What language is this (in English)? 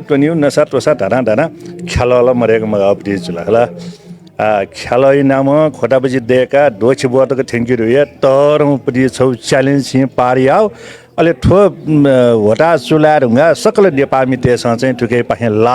Newari